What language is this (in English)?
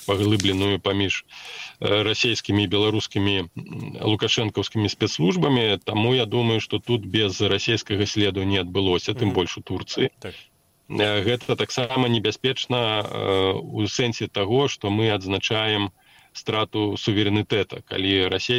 Belarusian